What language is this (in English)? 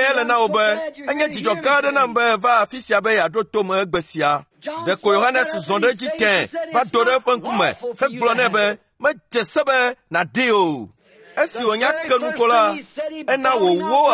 Ewe